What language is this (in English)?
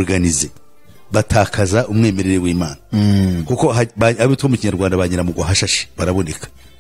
Kinyarwanda